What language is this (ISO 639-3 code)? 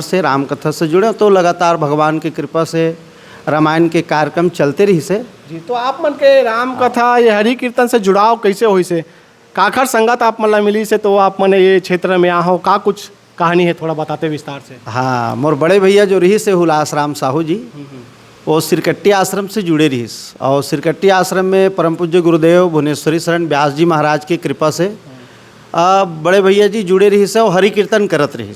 hne